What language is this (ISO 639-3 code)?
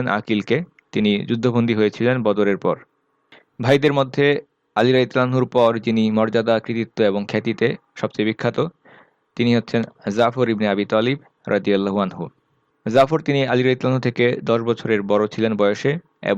ben